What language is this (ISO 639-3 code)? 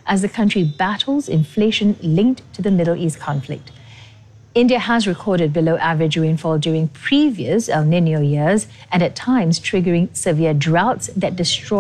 eng